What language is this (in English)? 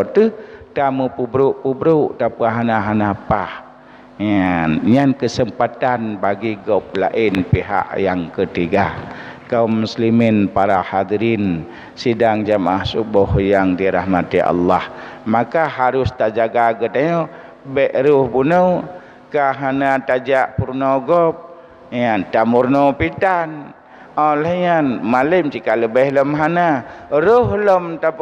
Achinese